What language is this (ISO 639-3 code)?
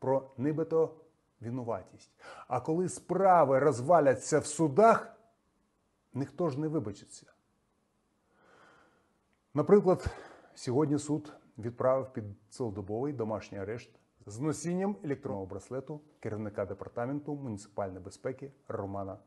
ukr